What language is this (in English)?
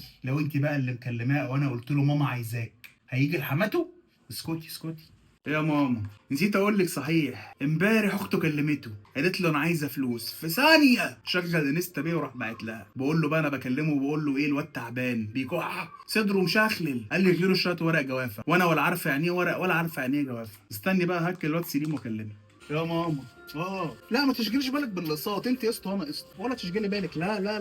Egyptian Arabic